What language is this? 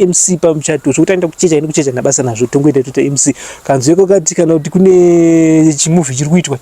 Shona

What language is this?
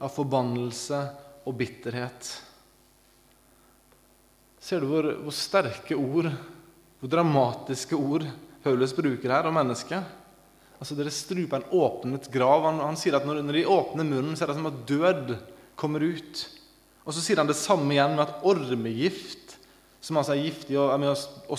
Norwegian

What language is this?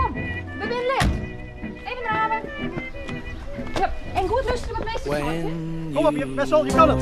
Western Frisian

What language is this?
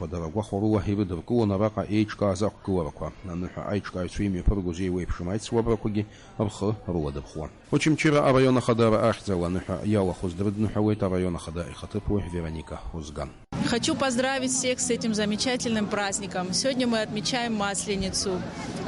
Abkhazian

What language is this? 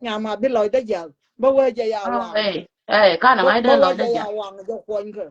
Nuer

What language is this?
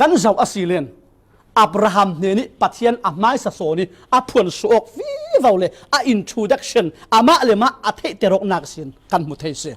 Falam Chin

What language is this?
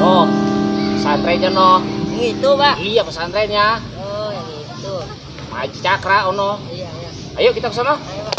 Betawi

